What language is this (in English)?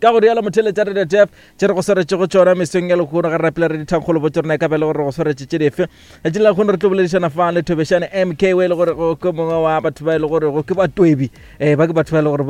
Northern Sotho